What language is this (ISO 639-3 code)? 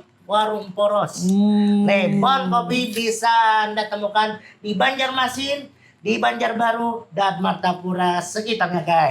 bjn